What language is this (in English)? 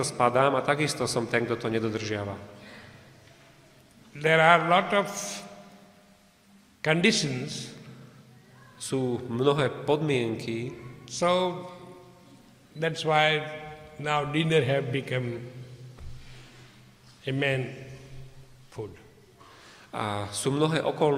Slovak